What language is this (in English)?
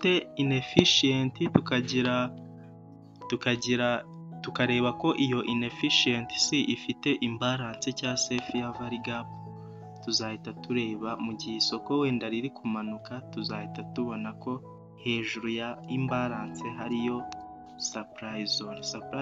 Kinyarwanda